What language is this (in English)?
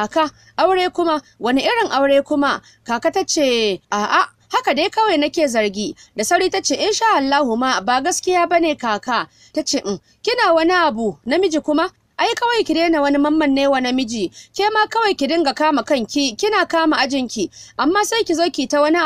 Hausa